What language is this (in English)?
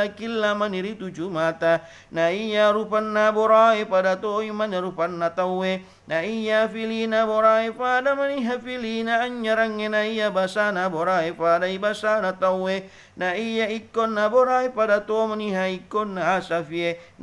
Buginese